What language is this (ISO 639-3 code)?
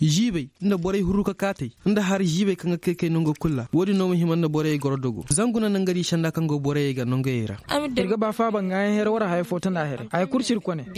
ses